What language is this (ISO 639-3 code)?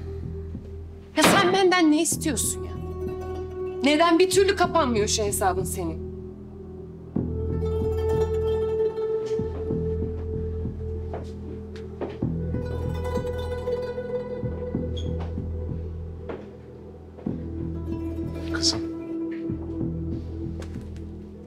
tur